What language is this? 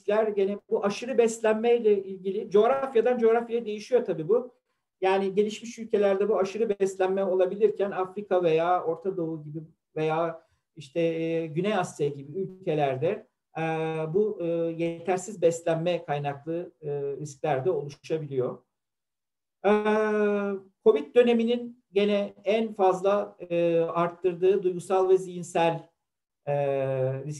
Turkish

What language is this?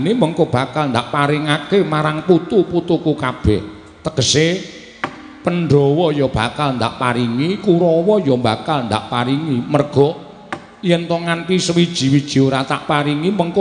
Javanese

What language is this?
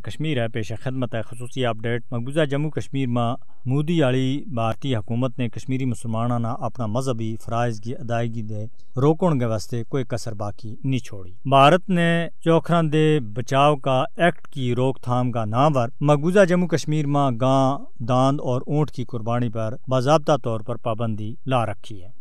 Gujari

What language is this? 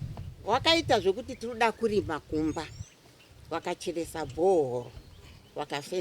Shona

